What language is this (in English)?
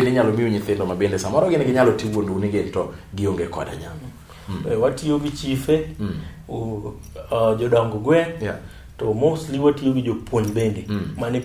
Luo (Kenya and Tanzania)